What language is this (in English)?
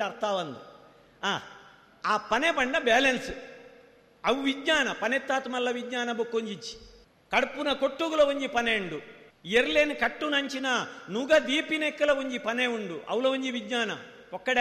Tulu